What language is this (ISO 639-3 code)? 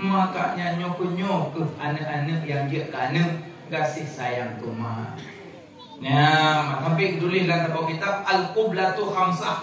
ace